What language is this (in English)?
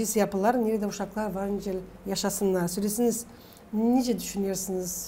Gagauz